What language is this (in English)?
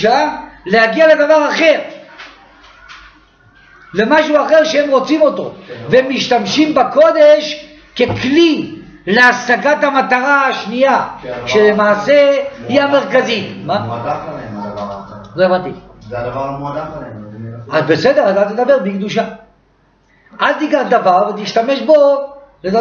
Hebrew